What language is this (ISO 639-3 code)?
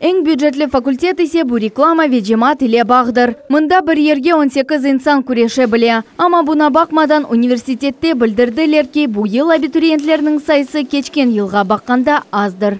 crh